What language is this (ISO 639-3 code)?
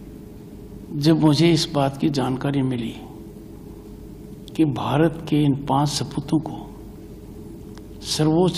hin